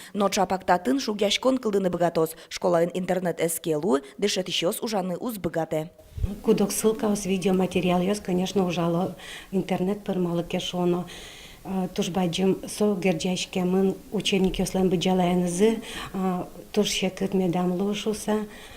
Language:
Udmurt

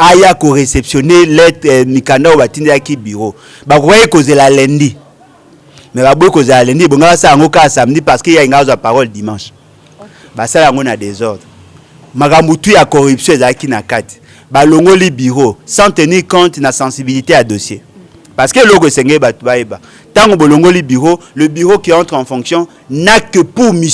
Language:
Lingala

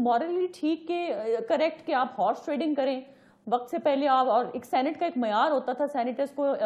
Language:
Urdu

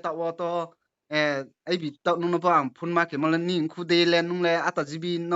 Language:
Riang (India)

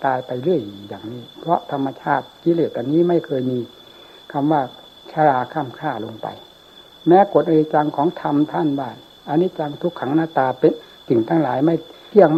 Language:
Thai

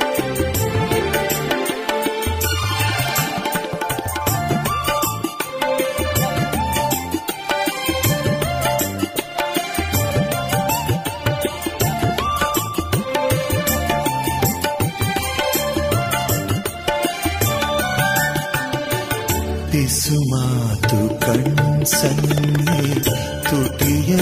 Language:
Kannada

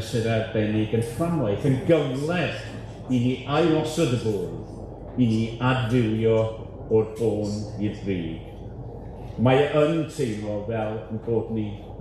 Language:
Welsh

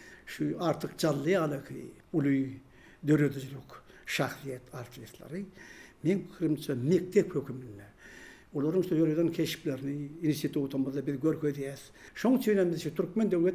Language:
Turkmen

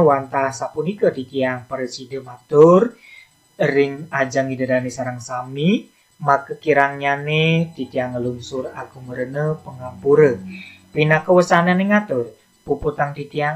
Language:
Balinese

